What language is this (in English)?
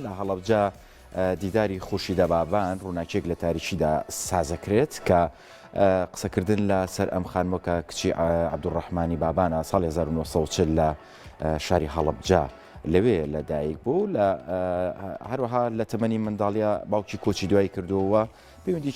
Central Kurdish